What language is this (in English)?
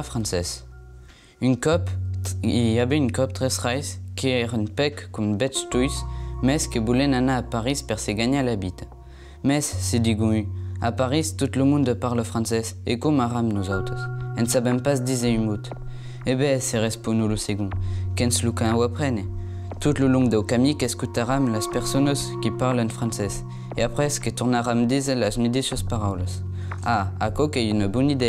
Occitan